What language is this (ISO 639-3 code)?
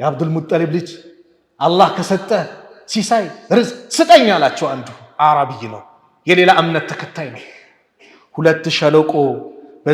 amh